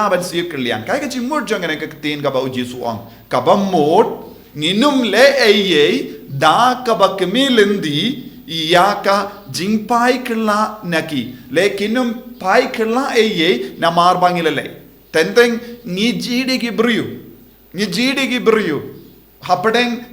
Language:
Khasi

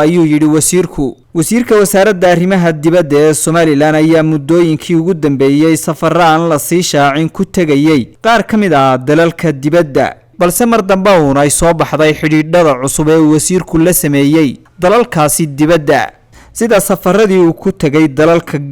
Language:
Somali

